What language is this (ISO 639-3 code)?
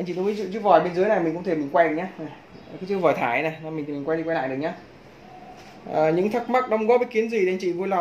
vie